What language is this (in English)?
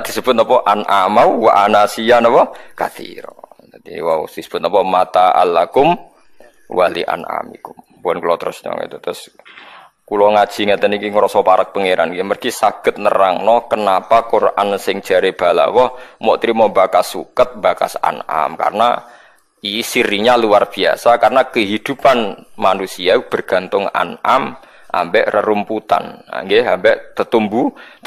Javanese